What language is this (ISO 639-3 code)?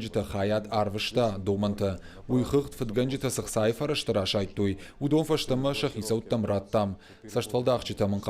oss